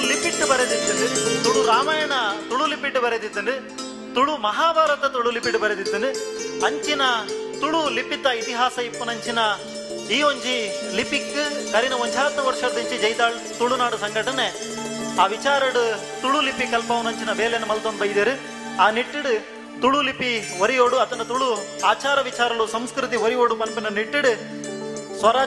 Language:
Tulu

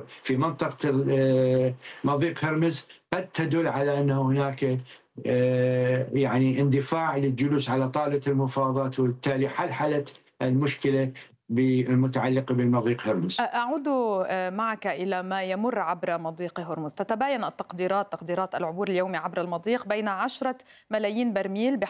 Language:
Arabic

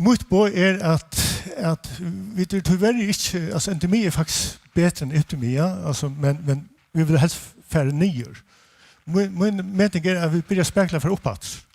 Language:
Faroese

